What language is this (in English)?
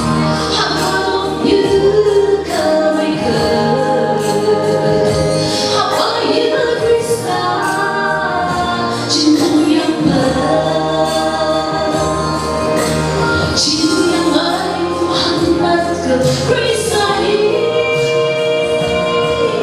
Phom Naga